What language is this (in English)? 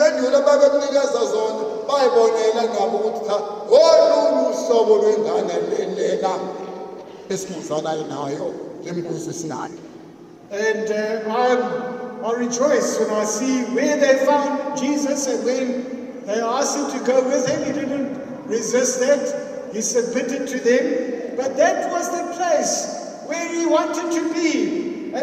Zulu